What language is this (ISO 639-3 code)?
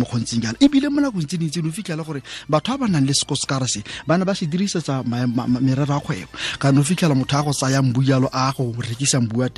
tsn